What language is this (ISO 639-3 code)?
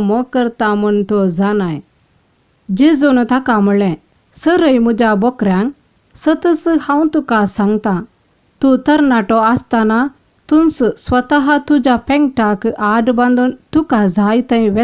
kok